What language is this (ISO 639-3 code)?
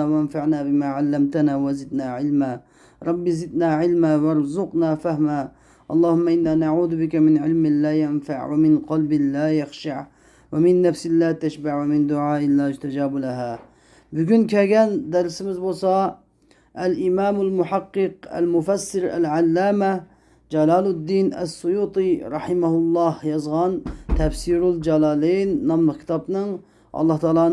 uig